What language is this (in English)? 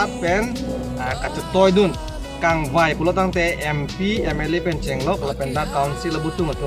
Karbi